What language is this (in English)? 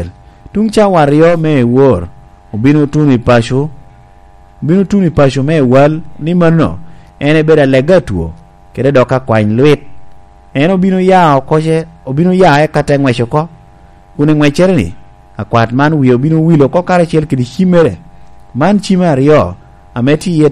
Lango (Uganda)